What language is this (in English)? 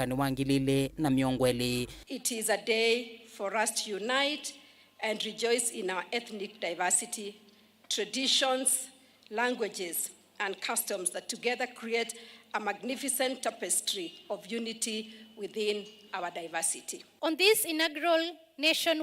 Kamba